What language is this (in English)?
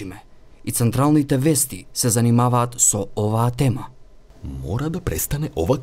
Macedonian